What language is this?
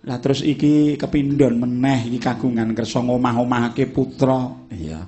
Javanese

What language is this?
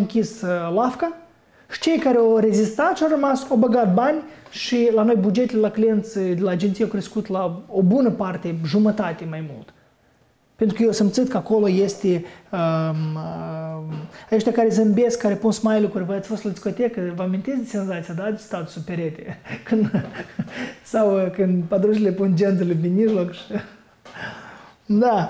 Romanian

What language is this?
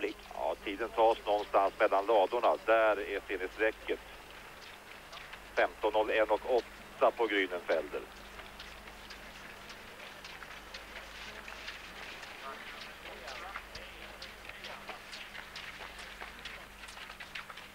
Swedish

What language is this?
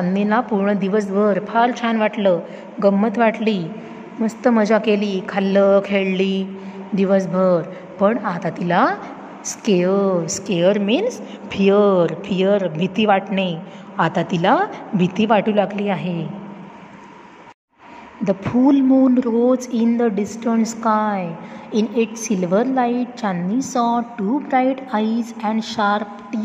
Marathi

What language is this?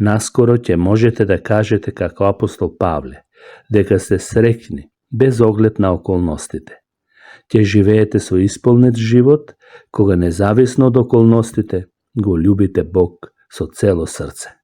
Macedonian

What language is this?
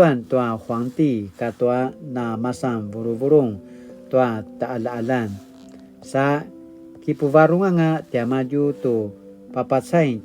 Paiwan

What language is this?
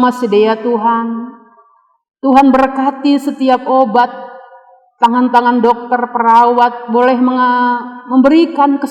Batak Simalungun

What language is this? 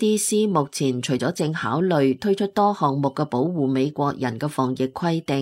Cantonese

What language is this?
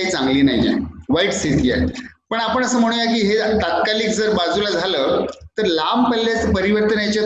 Marathi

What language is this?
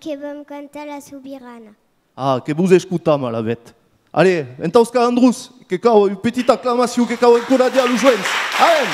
Occitan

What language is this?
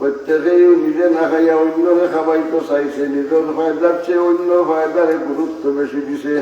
Sylheti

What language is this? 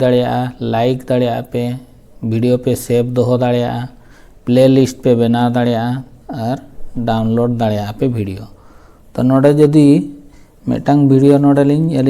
Santali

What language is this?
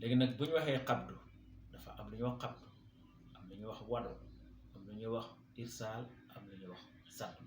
Wolof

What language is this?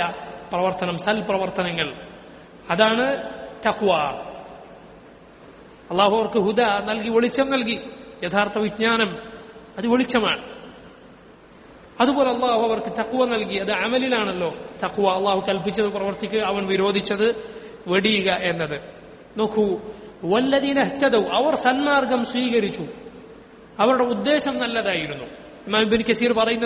Malayalam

